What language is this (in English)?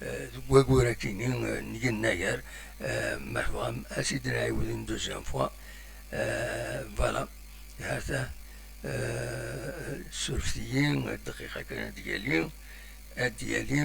Kabyle